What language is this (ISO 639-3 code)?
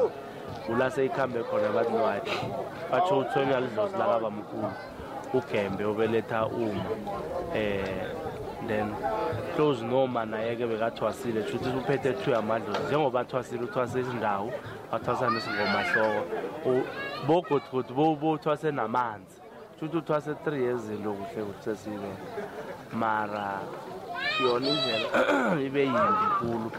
nbl